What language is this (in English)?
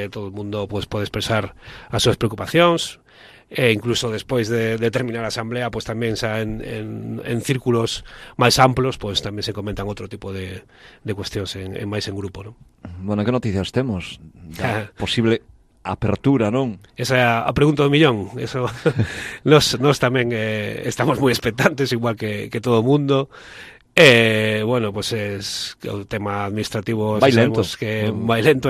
Galician